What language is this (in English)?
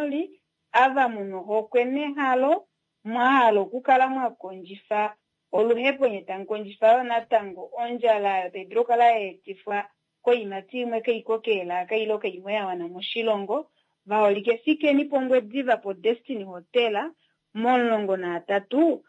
Kuanyama